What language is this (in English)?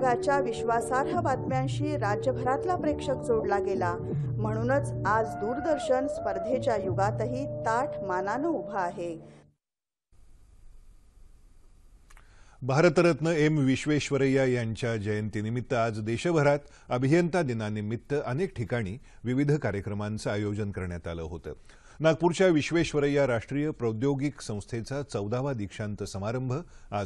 Marathi